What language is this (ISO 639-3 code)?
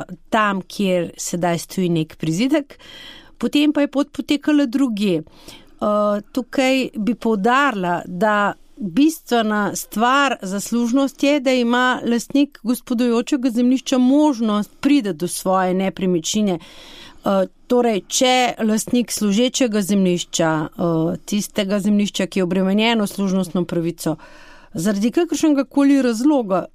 slv